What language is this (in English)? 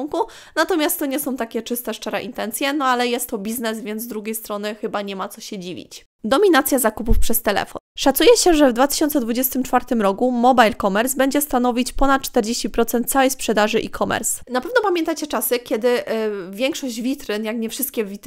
Polish